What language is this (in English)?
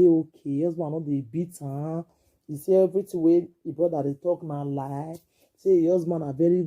Nigerian Pidgin